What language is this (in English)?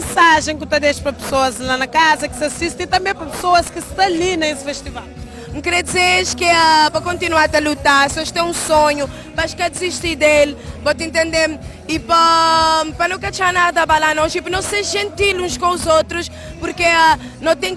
Kabuverdianu